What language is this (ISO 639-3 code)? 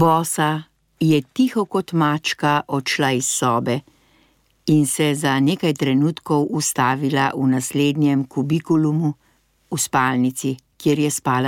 slv